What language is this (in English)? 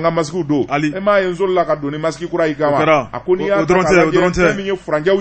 Bambara